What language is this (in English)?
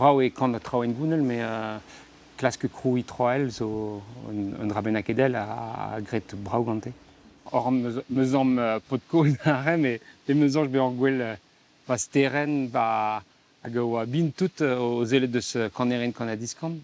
Breton